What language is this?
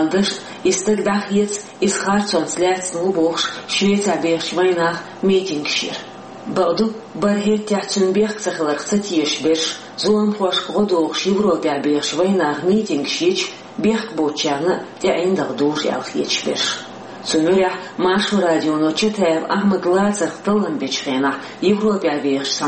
Chechen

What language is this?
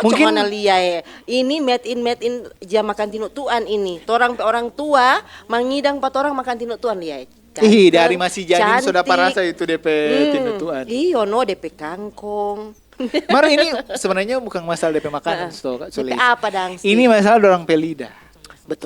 Manado Malay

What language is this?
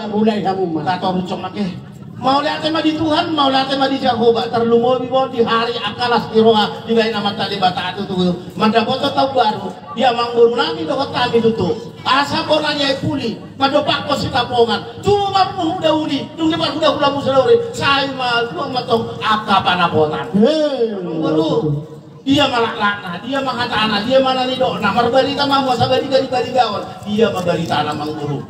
Batak Toba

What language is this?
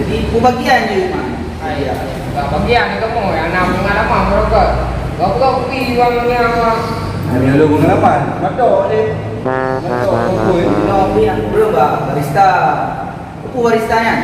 Achinese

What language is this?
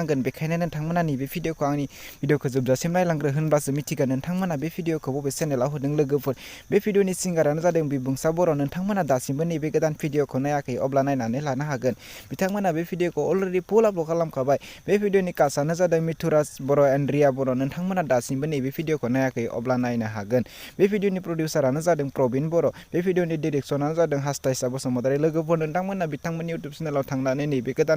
Bodo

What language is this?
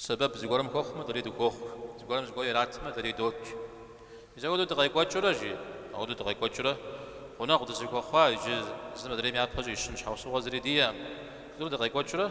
Kabardian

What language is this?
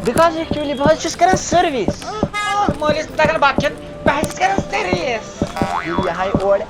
Kashmiri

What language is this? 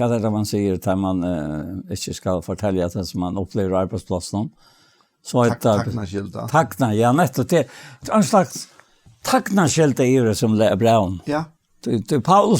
Faroese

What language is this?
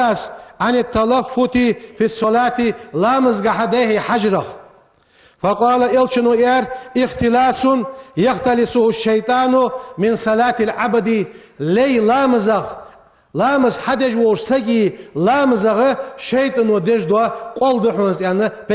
Ingush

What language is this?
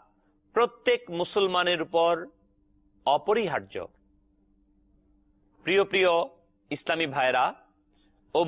Bangla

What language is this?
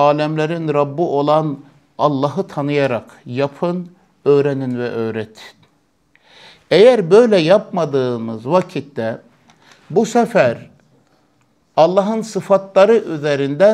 Turkish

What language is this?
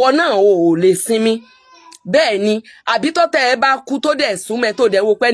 Yoruba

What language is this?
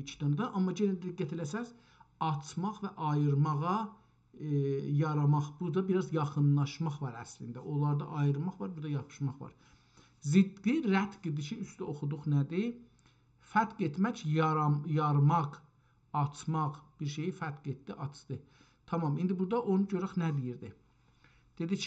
South Azerbaijani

